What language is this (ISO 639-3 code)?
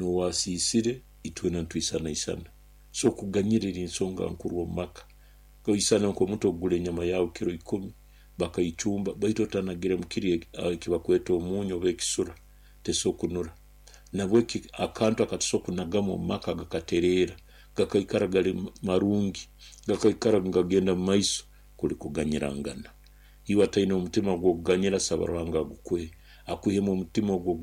nyo